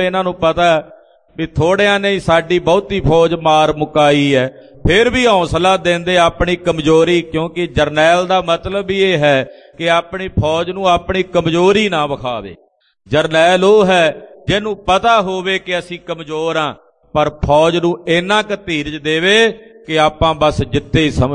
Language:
Punjabi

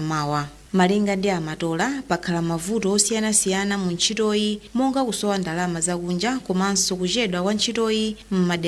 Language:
Nyanja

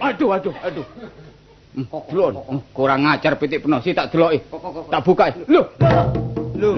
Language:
Javanese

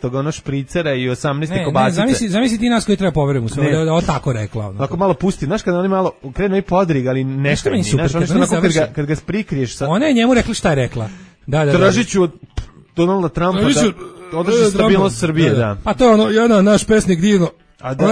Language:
Serbian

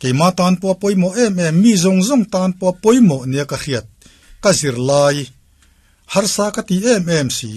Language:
Mizo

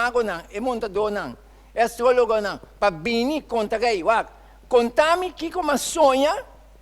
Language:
Papiamento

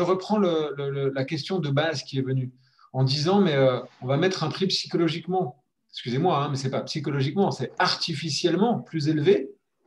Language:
French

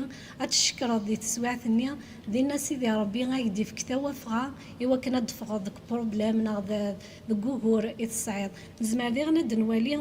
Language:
Kabyle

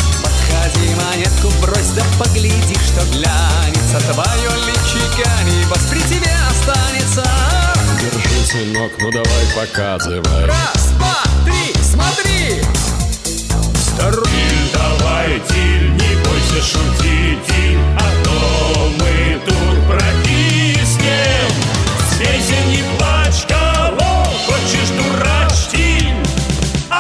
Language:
Russian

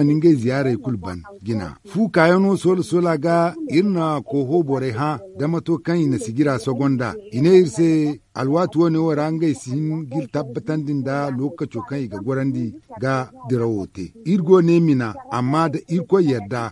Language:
Zarma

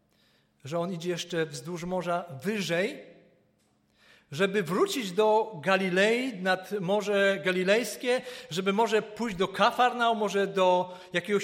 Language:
Polish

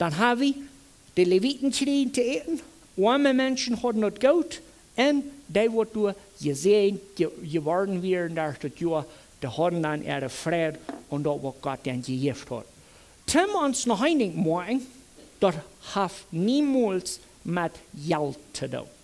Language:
Plautdietsch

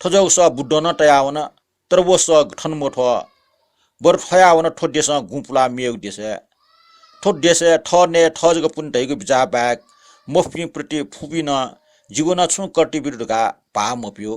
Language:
Newari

